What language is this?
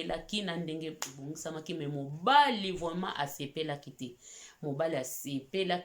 Lingala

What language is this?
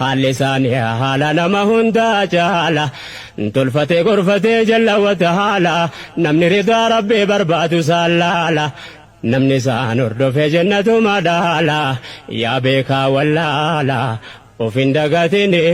Oromo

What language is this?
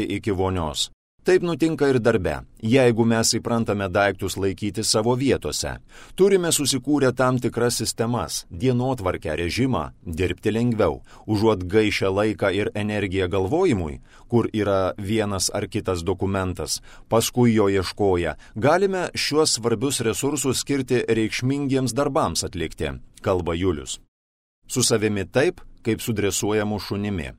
Lithuanian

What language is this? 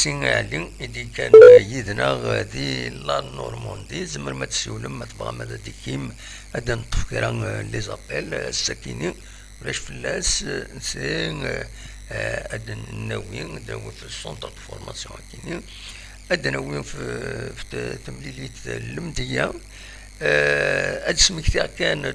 Kabyle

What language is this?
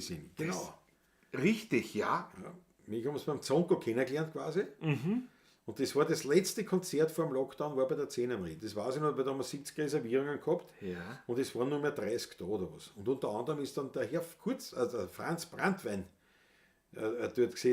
Bavarian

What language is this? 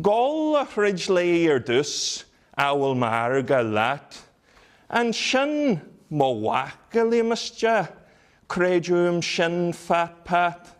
Irish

